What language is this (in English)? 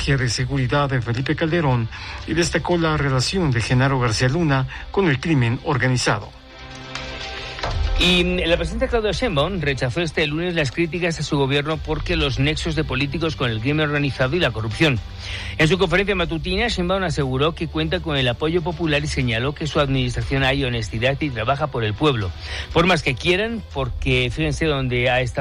Spanish